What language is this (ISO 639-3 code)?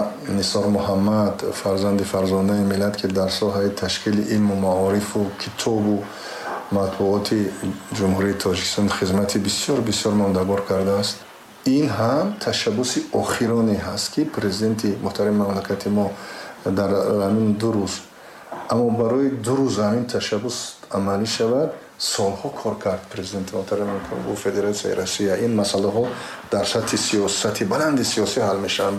tgk